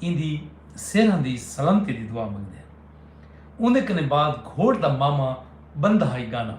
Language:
Saraiki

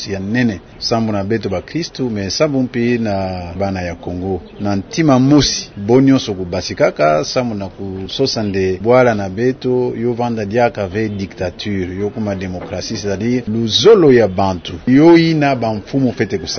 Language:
Kituba (Democratic Republic of Congo)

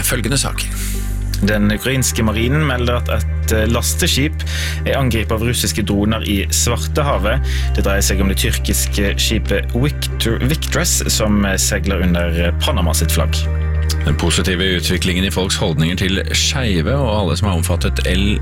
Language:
Norwegian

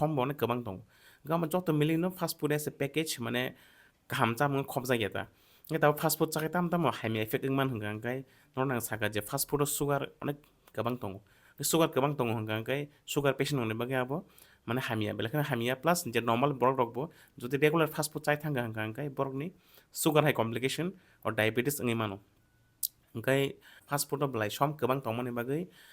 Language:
Kok Borok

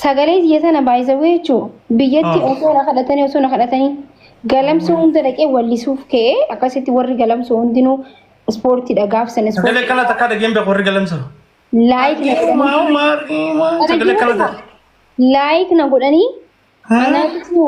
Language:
Oromo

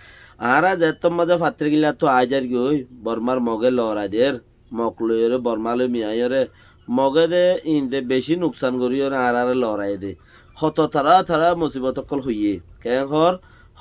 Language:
Rohingya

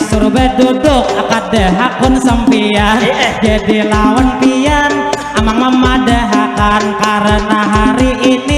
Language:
Banjar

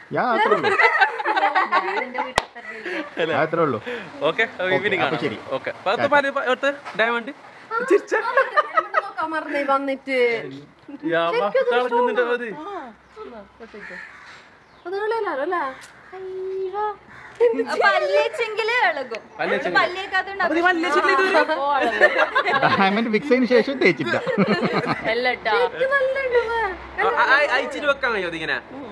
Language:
Malayalam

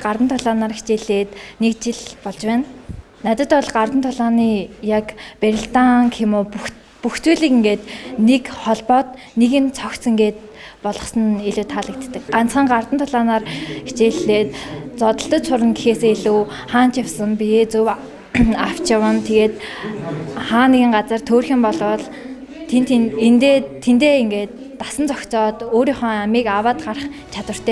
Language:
Mongolian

